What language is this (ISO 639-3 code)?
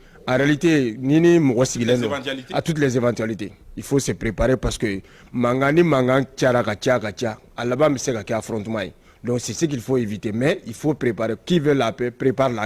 bam